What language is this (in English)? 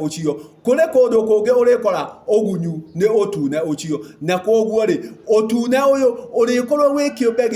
Kikuyu